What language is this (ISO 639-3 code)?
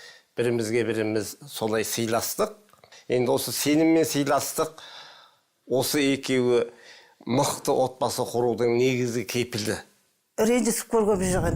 kaz